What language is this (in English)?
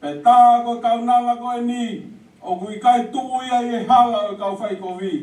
Tongan